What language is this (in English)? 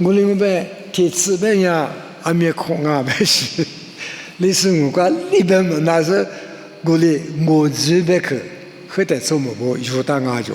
Lisu